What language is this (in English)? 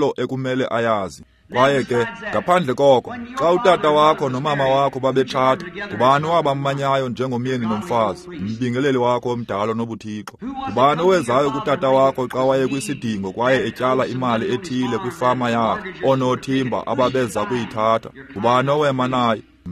Xhosa